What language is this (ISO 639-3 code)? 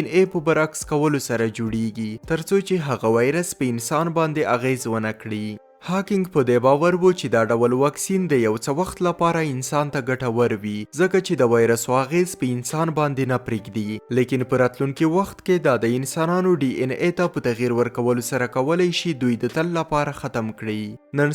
pus